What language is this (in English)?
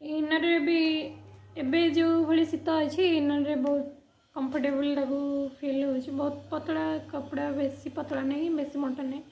Odia